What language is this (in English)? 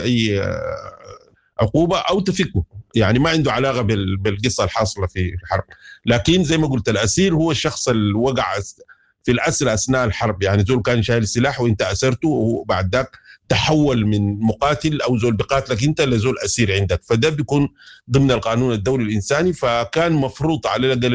Sudanese Arabic